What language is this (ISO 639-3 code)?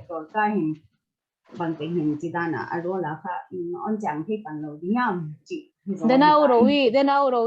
pck